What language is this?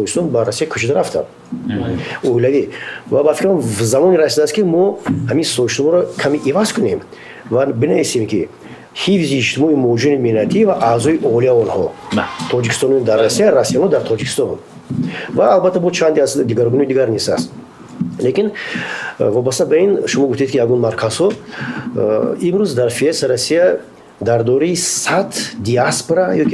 Tajik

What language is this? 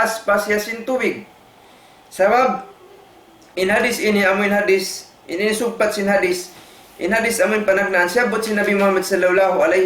Tausug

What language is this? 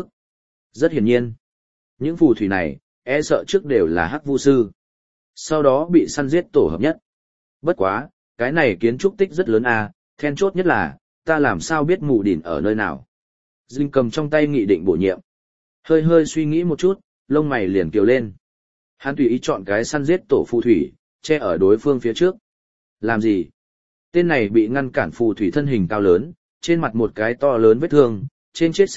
Vietnamese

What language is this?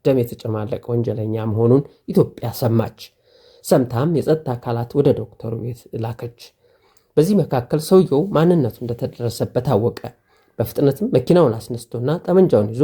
Amharic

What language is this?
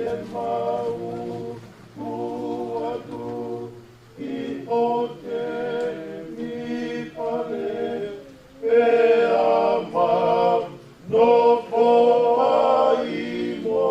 Tongan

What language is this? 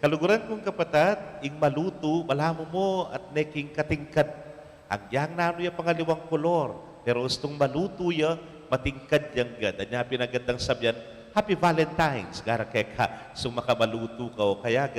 Pampanga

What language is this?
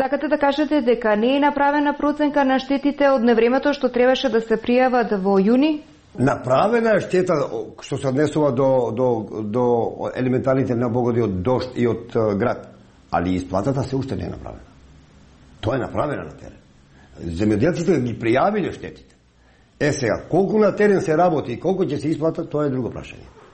Macedonian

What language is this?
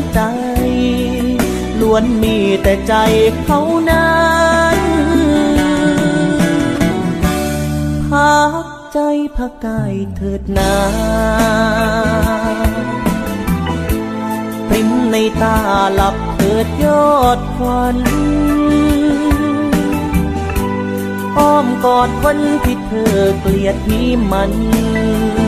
Thai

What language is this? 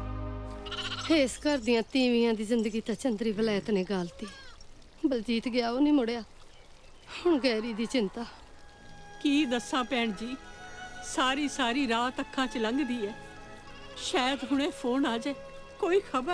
Punjabi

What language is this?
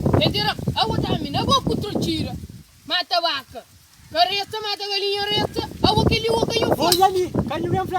Kabuverdianu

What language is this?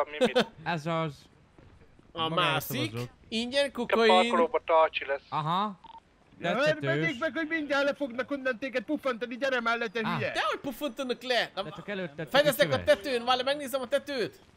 Hungarian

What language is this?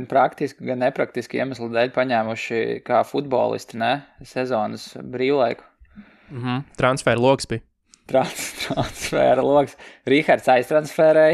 Latvian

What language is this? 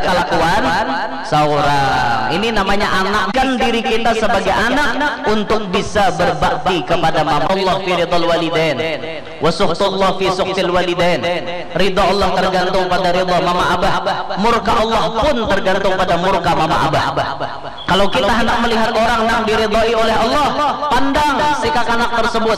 Banjar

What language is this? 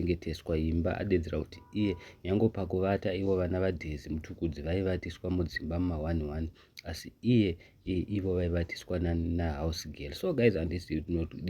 Shona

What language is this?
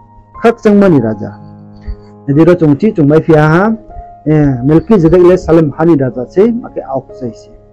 Riang (India)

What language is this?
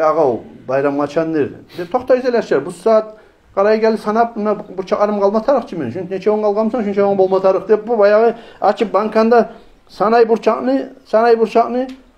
Kumyk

